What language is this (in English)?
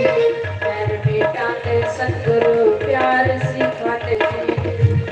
Dogri